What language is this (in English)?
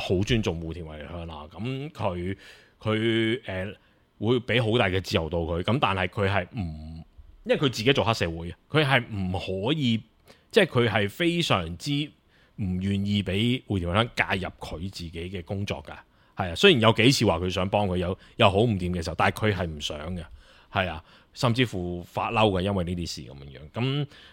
Cantonese